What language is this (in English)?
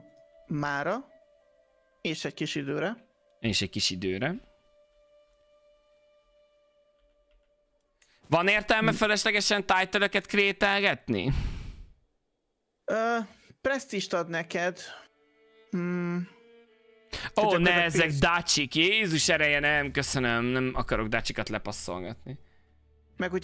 Hungarian